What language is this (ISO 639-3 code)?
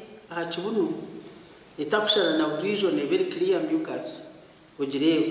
nyn